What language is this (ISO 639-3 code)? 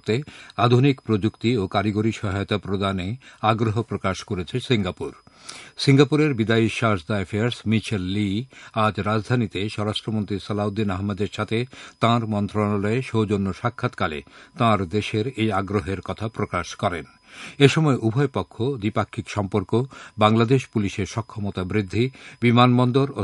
ben